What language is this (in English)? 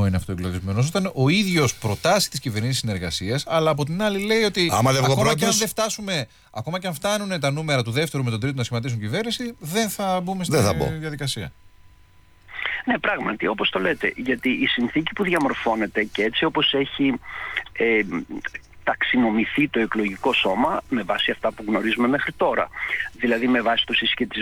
Greek